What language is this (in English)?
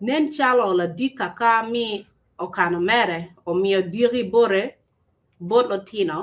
Acoli